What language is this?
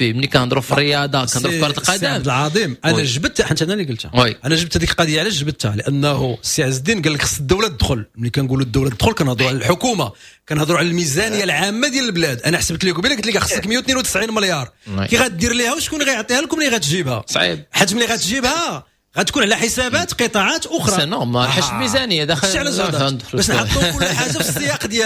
Moroccan Arabic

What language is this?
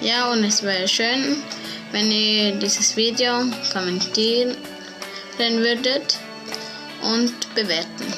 Swiss German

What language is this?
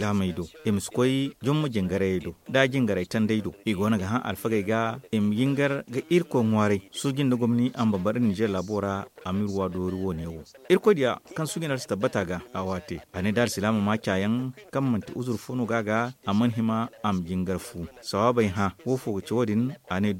Zarma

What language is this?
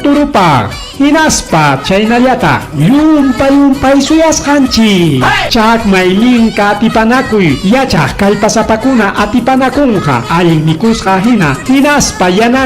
Ayacucho Quechua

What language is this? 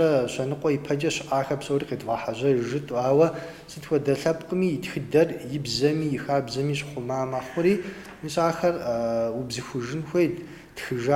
Kabardian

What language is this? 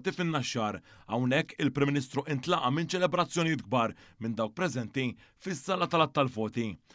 Maltese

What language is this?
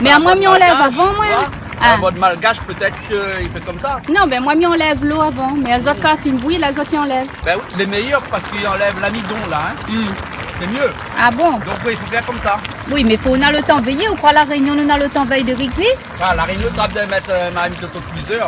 Réunion Creole French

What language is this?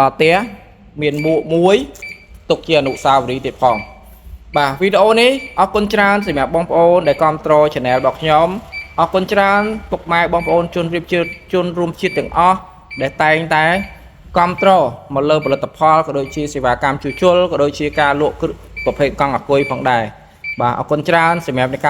Khmer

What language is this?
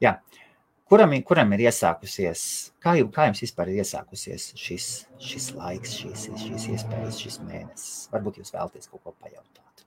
Latvian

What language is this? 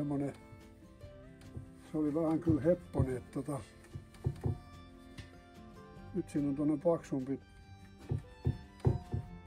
Finnish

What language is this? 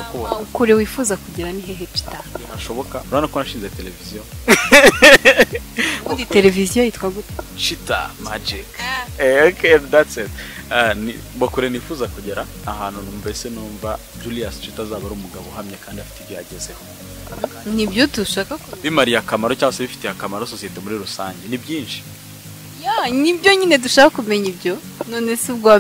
Kinyarwanda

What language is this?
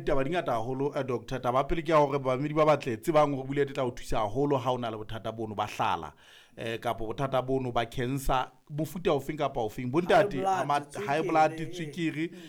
Southern Sotho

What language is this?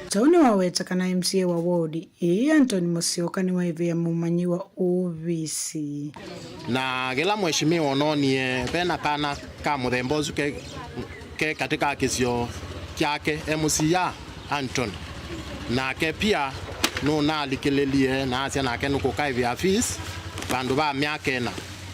Kamba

